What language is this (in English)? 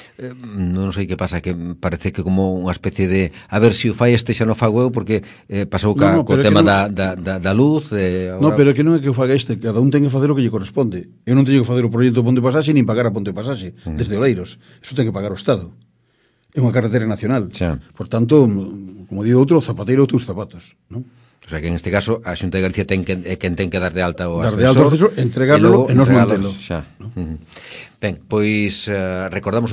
Galician